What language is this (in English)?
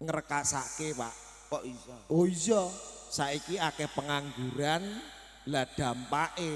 Javanese